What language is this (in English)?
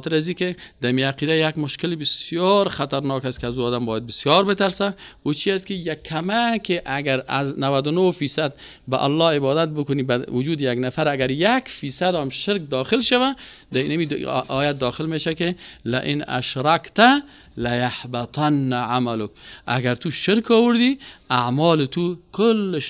Persian